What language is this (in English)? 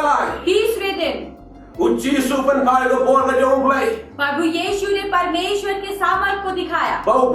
Khasi